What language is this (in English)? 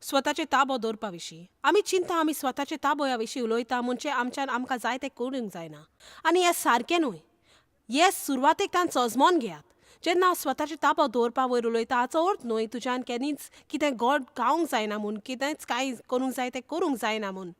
Konkani